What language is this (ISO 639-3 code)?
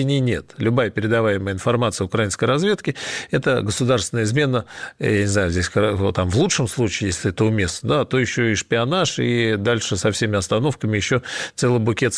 rus